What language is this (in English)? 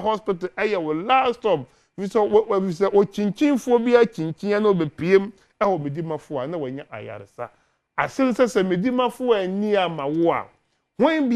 Akan